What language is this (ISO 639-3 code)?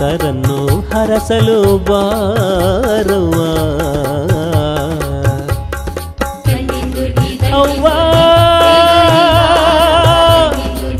kan